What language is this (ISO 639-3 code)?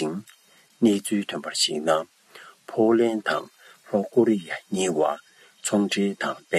bod